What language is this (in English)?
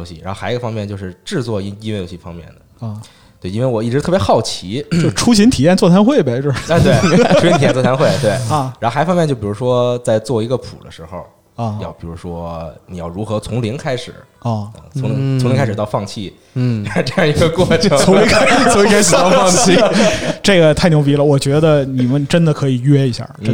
Chinese